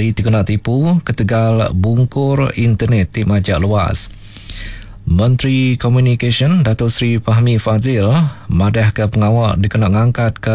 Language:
Iban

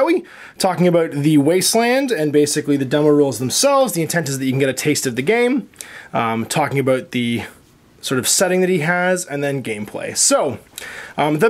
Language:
English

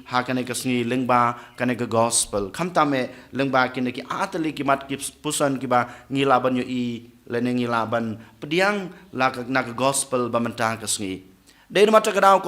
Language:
Khasi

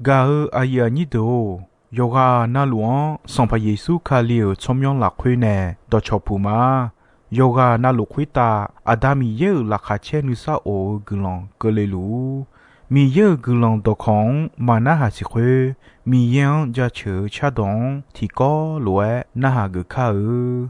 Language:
Akha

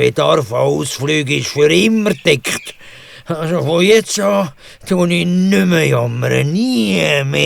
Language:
Swiss German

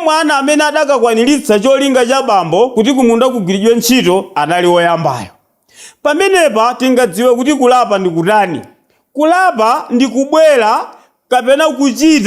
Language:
Nyanja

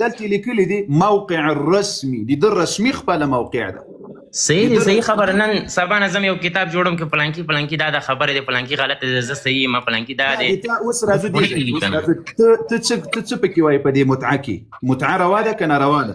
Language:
Pashto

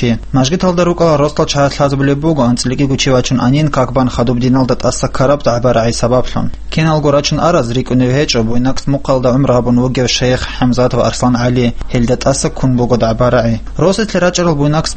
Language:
Avaric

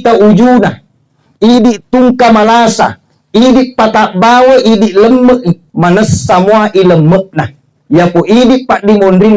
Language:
Buginese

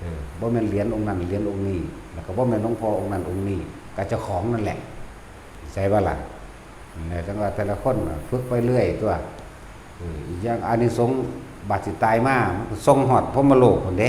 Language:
Northeastern Thai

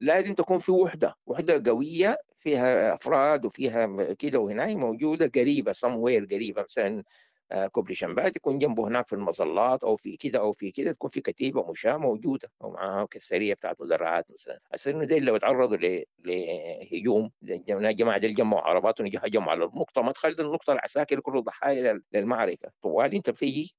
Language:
Sudanese Arabic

